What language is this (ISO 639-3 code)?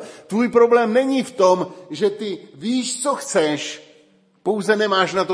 ces